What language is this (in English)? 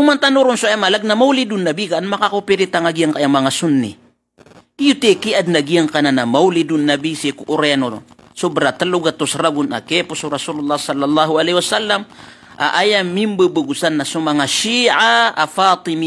Maranao